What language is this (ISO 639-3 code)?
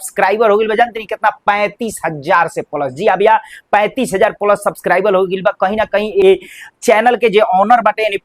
bho